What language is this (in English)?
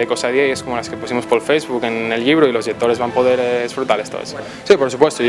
Asturian